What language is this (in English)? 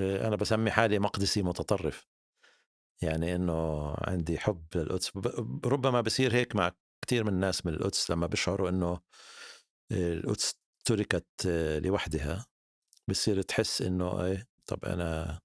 North Levantine Arabic